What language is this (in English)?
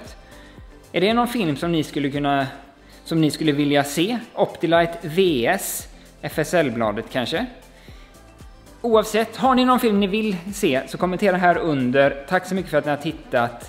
Swedish